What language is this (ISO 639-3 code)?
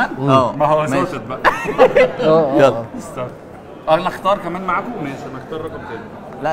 arz